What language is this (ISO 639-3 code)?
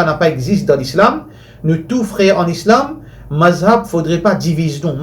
mfe